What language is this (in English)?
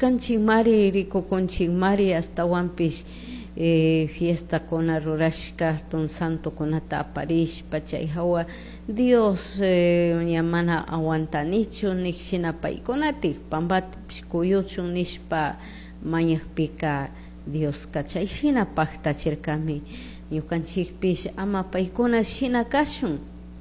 Chimborazo Highland Quichua